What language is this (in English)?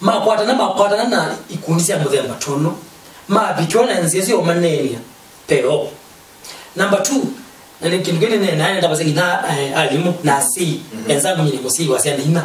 Kamba